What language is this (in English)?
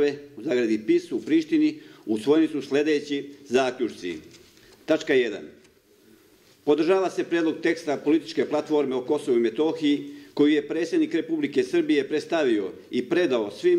Serbian